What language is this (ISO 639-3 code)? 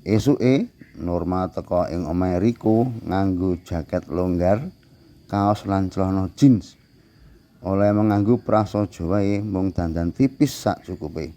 jav